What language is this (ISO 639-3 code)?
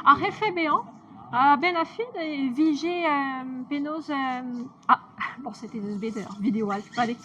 bre